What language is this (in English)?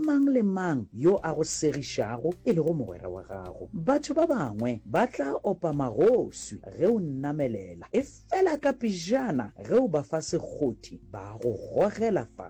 Northern Sotho